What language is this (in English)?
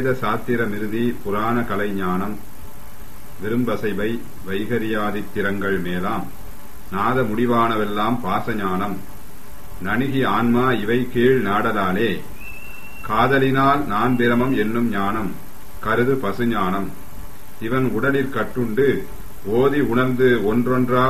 Tamil